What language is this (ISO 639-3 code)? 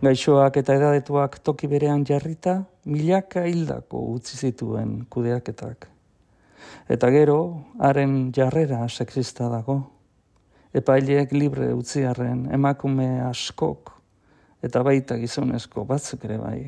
eus